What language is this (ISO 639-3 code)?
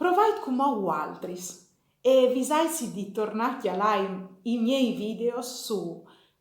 fur